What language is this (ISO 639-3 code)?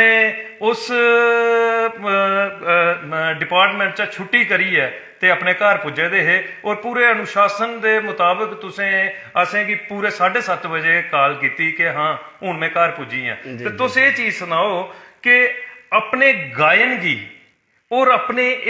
doi